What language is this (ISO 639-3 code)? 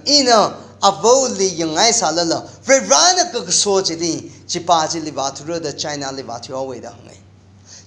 nmf